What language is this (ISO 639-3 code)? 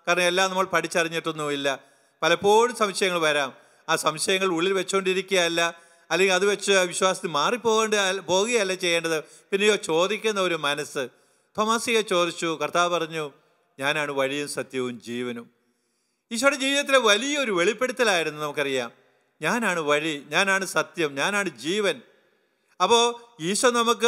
mal